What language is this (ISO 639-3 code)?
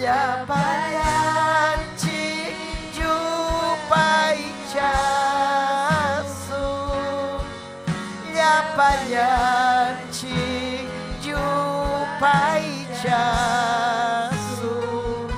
quy